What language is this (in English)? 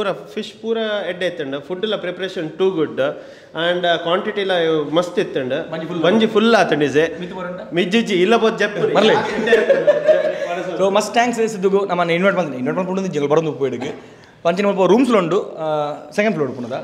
Tulu